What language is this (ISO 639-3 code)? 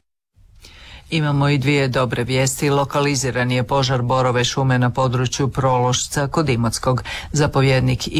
hrv